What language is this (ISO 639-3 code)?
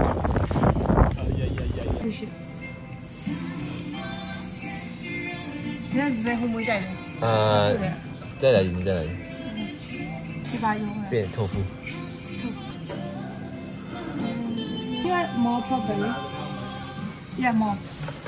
mya